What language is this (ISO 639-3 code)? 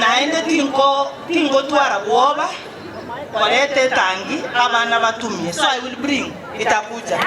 guz